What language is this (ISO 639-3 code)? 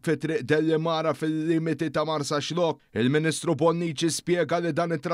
mlt